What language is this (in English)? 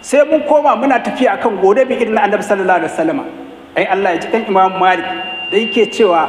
Hausa